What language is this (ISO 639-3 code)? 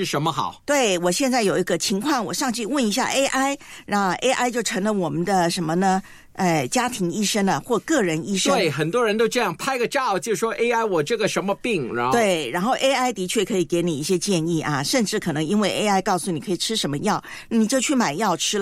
zho